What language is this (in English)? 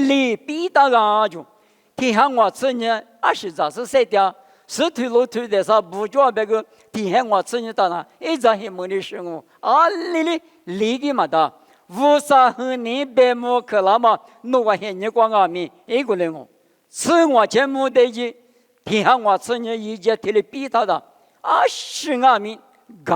Lisu